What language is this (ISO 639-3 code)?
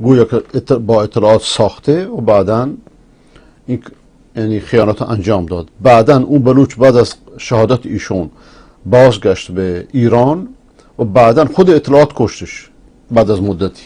fas